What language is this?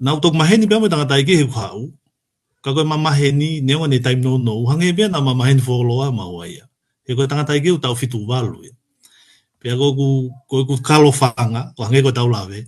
Tongan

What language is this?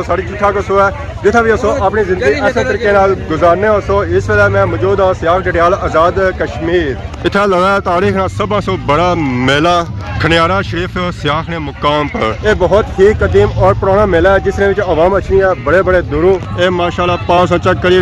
Pahari-Potwari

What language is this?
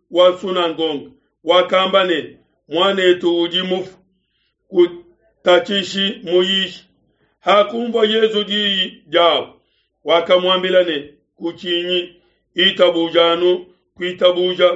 Luba-Lulua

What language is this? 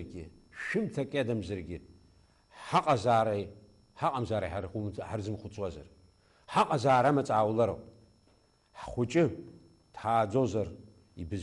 Abkhazian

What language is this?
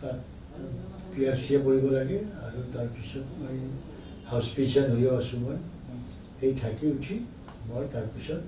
Assamese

